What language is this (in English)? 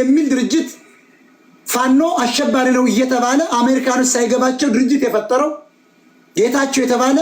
Amharic